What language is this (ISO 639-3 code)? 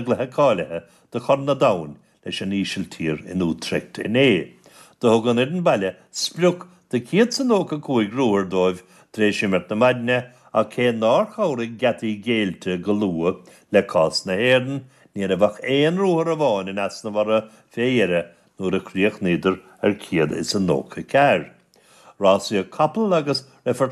gle